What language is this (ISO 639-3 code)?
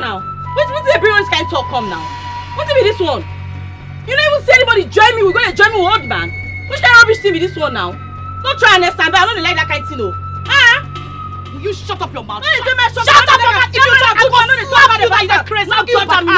pcm